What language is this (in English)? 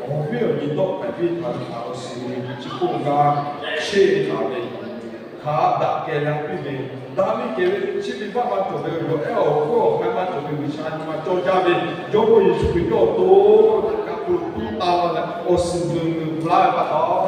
Lahu